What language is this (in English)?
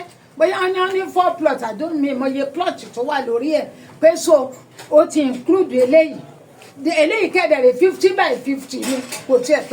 Yoruba